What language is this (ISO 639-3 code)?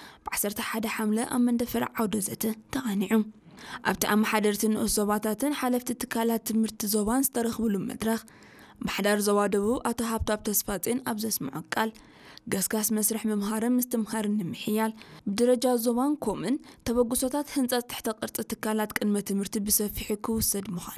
tir